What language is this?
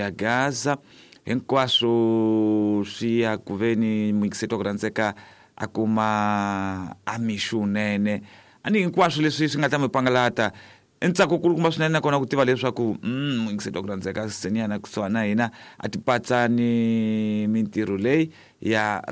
Tsonga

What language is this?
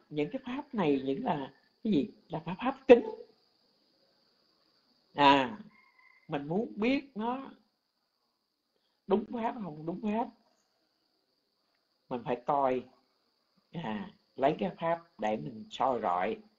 Vietnamese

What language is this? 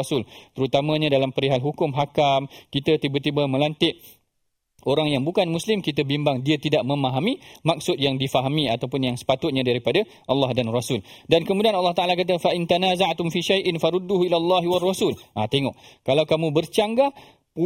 Malay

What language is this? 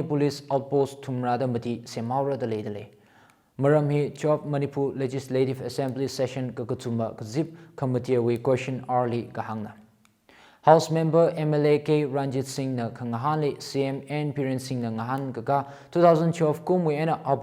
Tangkhul Naga (India)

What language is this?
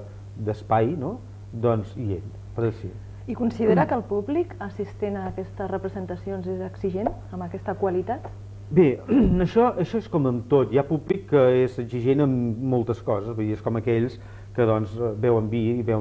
Catalan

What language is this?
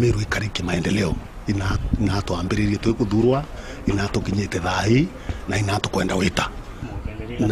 Meru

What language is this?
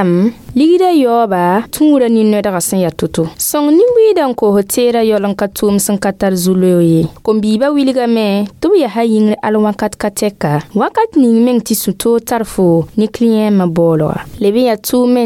Mossi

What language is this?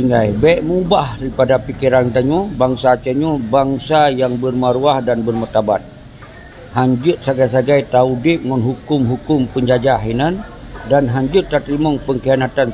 Achinese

